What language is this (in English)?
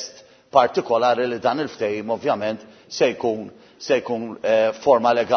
Maltese